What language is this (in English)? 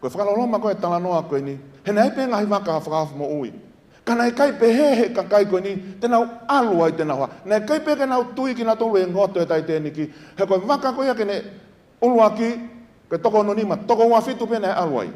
Tongan